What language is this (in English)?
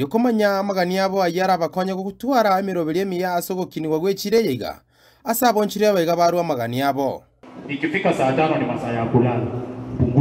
Gusii